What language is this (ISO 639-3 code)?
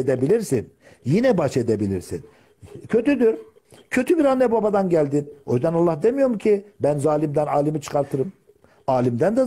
tur